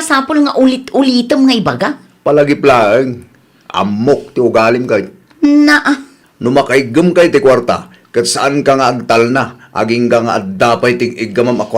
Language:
Iloko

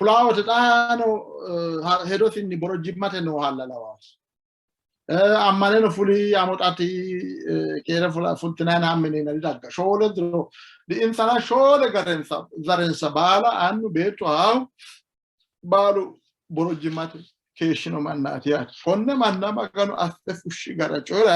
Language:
Sidamo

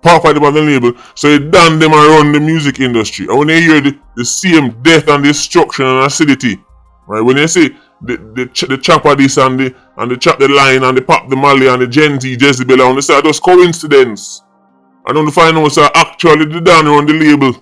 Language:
Jamaican Creole English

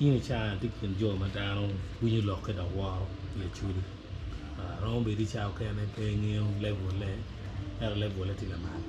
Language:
Acoli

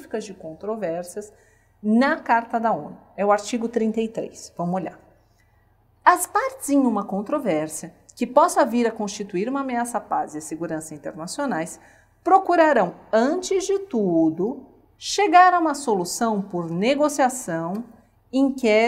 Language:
Portuguese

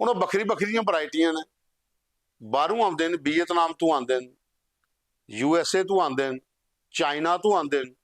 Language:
Dogri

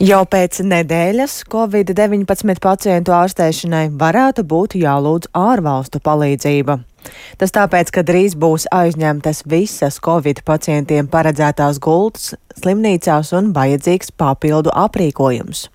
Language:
Latvian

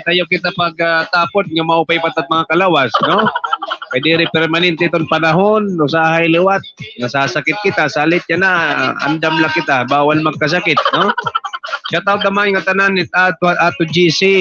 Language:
Waray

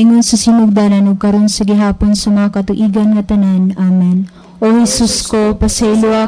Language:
Cebuano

